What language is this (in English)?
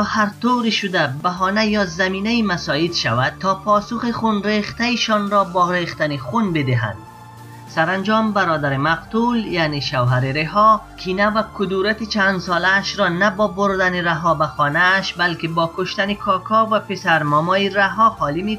Persian